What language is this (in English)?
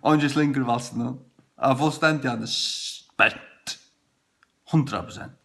Faroese